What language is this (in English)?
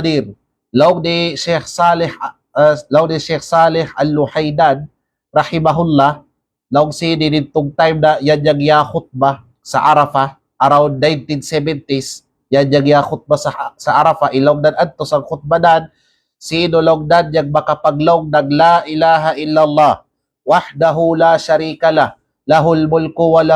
Kalagan